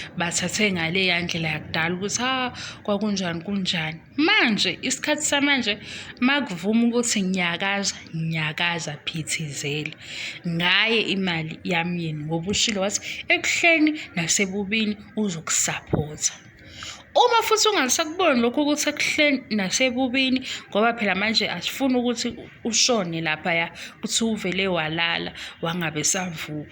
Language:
Zulu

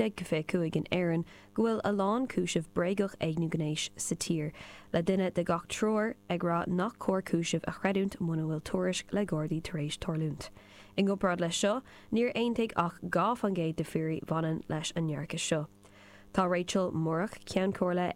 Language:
Irish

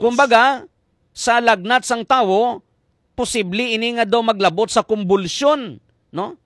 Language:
Hiligaynon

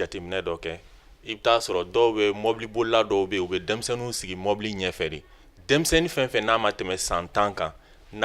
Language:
Bambara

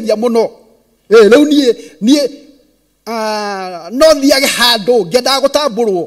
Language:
Kikuyu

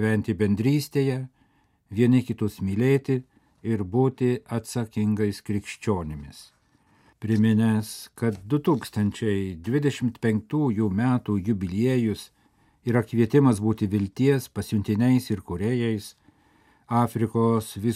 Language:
Lithuanian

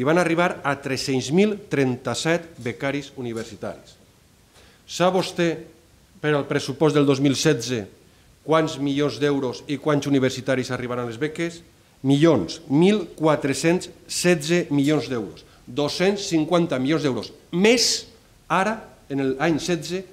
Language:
Catalan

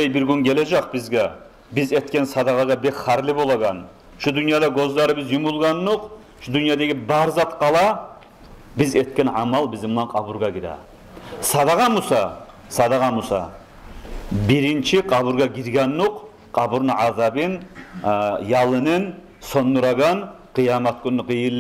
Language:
Kumyk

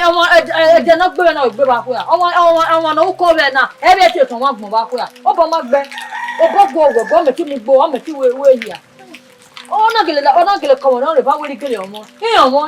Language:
Bini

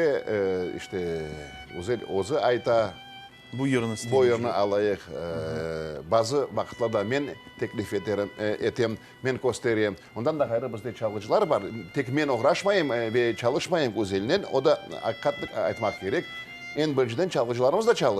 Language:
Crimean Tatar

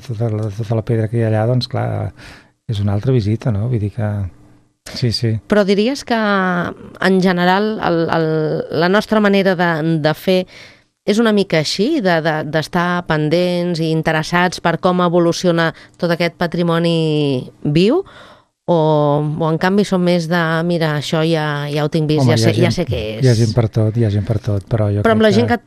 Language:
Catalan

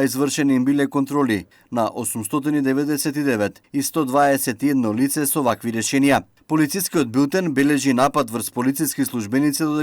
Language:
Macedonian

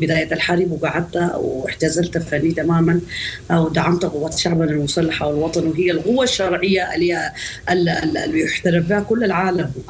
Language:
Sudanese Arabic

